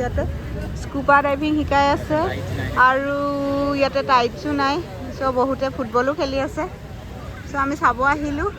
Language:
Assamese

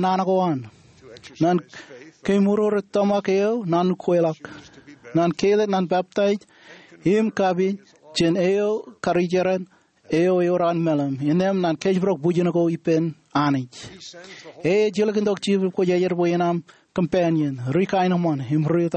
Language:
Marshallese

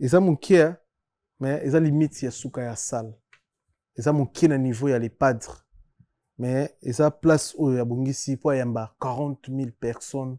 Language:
Lingala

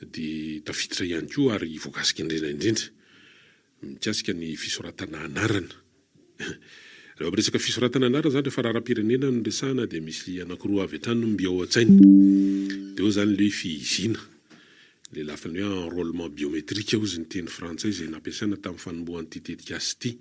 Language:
Malagasy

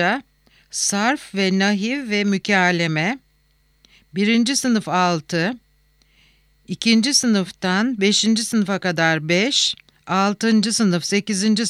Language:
Turkish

